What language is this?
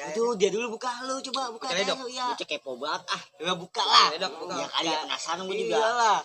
Betawi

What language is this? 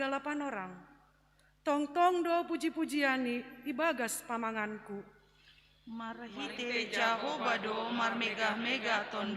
Batak Simalungun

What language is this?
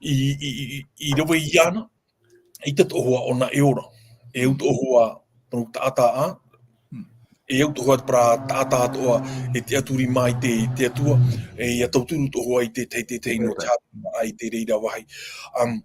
Tahitian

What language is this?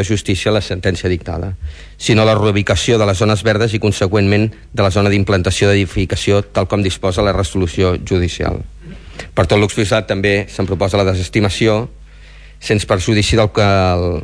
Catalan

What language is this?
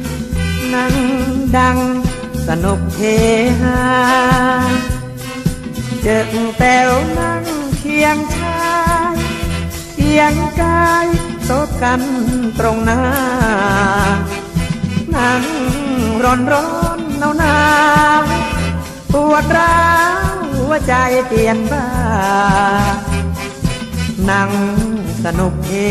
Thai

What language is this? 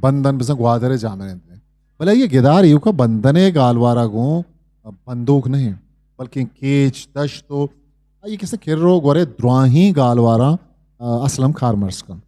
Eastern Balochi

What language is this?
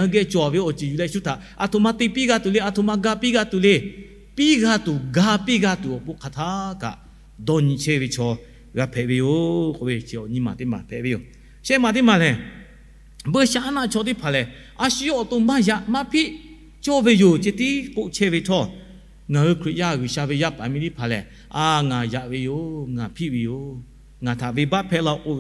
Lahu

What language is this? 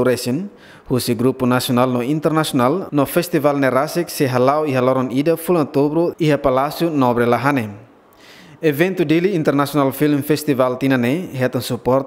Tetum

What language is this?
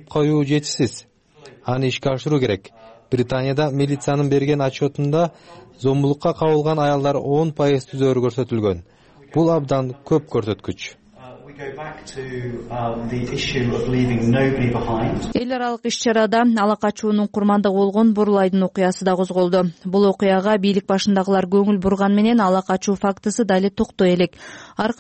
Kyrgyz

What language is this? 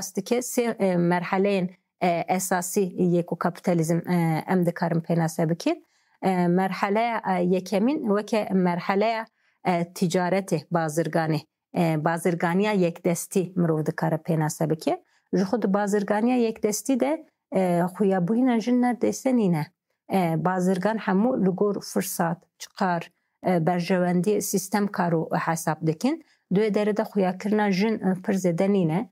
Kurdish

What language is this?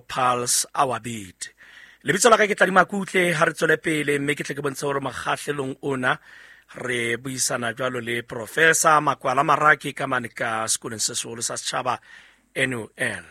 Southern Sotho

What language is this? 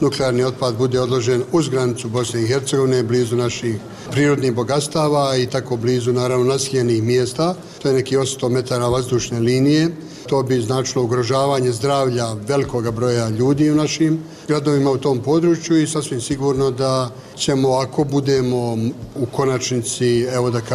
Bosnian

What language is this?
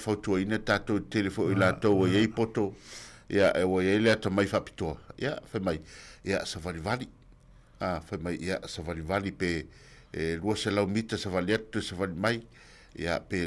Samoan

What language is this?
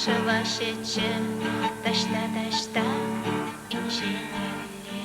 Chuvash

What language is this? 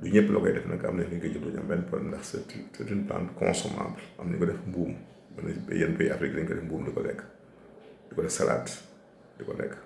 Wolof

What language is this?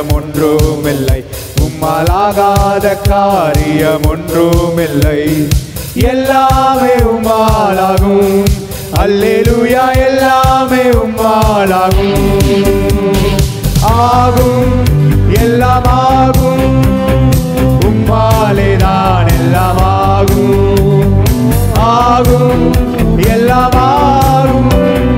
Tamil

